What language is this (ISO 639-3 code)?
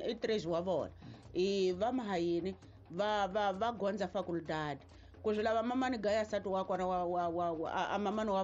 tso